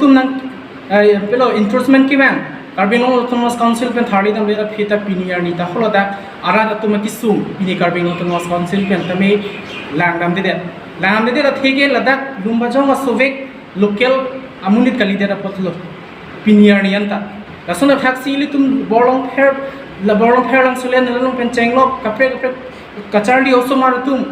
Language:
Karbi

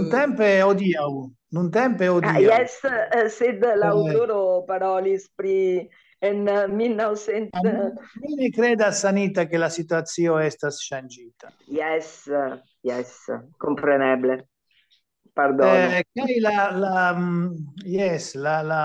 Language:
Esperanto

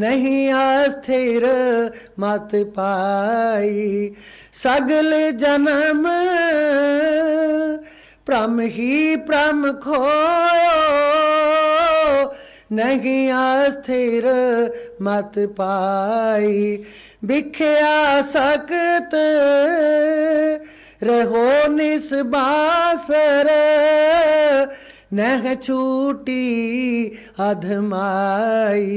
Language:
Punjabi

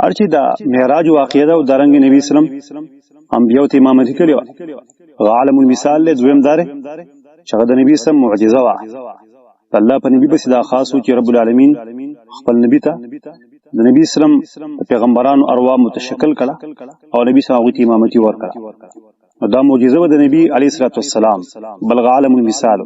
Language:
Pashto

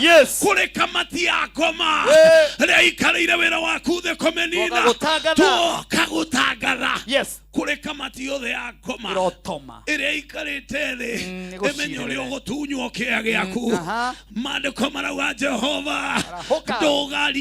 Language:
Kikuyu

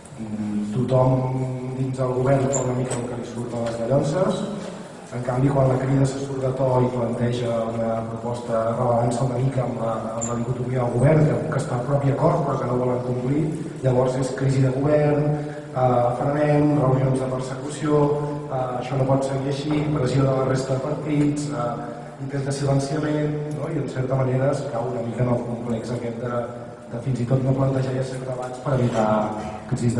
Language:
Catalan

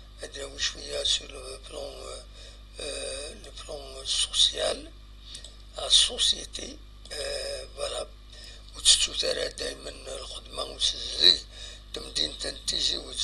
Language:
Kabyle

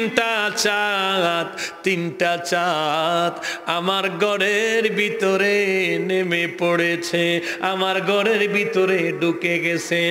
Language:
Bangla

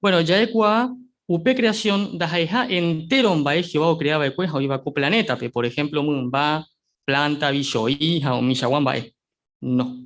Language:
Guarani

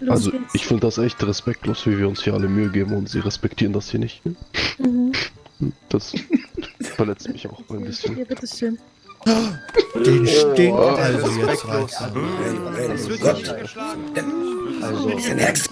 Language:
Swiss German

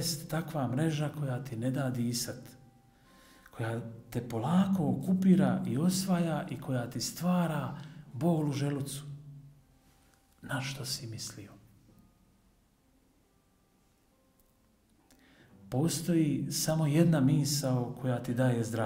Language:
Croatian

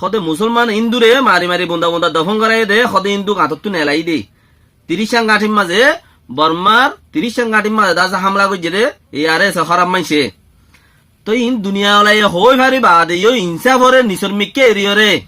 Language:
Rohingya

